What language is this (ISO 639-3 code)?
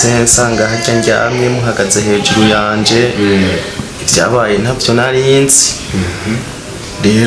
run